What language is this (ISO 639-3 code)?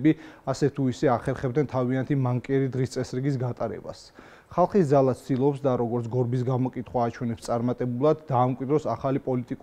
kat